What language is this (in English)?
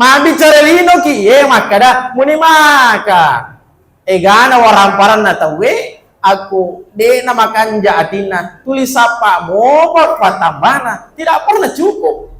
Buginese